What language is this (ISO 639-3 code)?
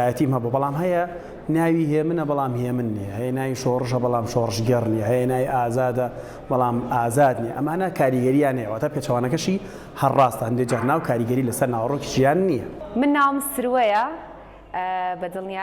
ckb